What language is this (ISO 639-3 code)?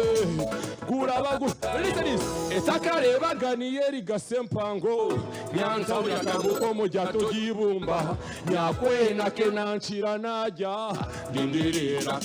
nyn